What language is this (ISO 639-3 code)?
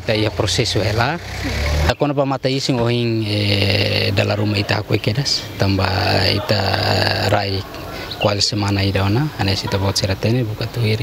tet